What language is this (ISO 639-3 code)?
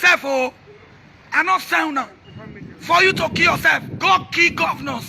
pcm